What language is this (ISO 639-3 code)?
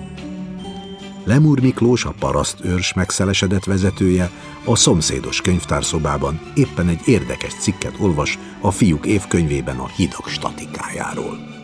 hun